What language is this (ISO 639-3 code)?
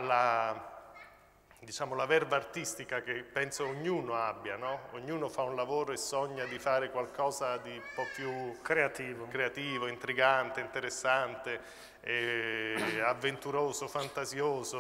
ita